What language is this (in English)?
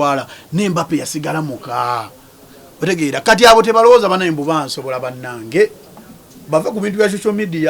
Ganda